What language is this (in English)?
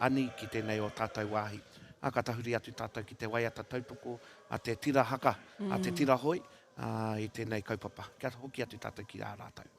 Māori